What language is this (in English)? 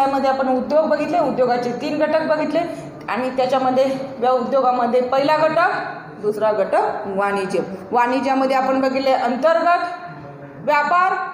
Marathi